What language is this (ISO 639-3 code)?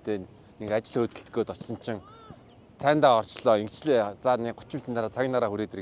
mon